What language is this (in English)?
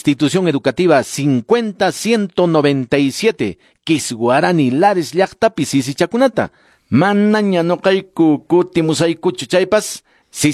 Quechua